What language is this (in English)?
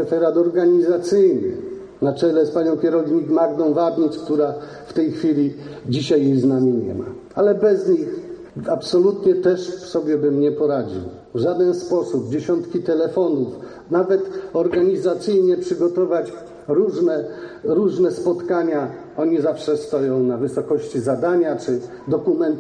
Polish